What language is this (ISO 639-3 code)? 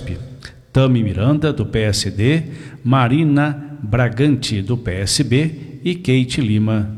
por